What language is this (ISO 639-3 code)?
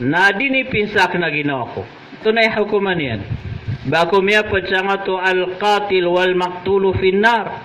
mrw